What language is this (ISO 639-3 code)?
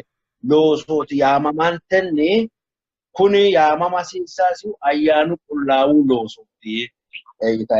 sid